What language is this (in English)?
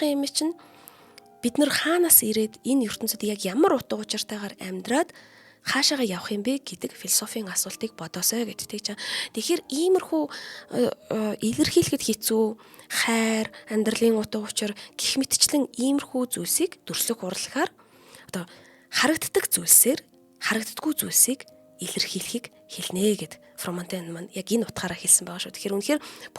Mongolian